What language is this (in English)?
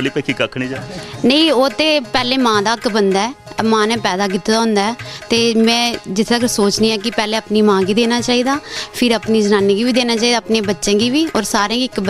Dogri